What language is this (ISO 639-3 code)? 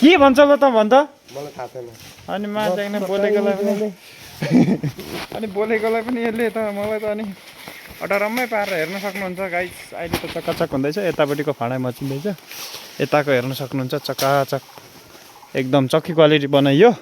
nep